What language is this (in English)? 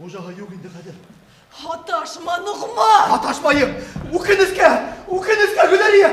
Bashkir